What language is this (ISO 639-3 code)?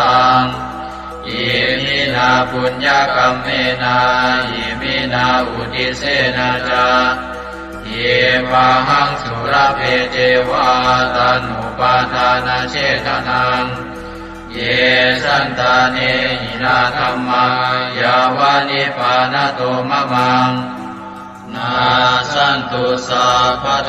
pli